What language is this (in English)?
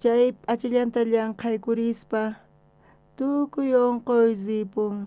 South Bolivian Quechua